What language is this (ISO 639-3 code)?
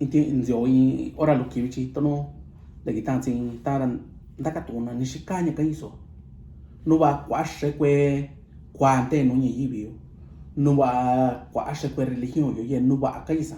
mix